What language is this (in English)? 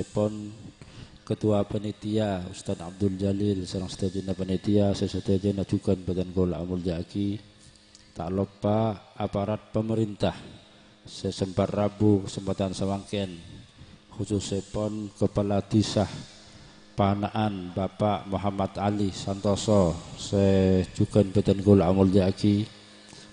Madurese